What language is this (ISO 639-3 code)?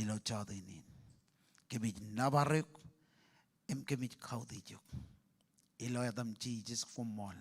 mah